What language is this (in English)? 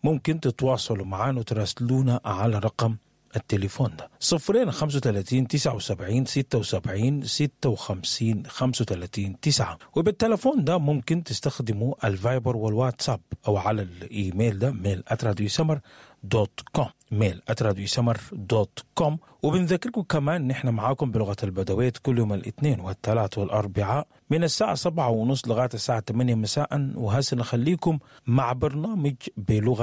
Sudanese Arabic